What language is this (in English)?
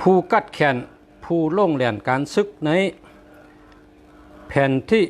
Shan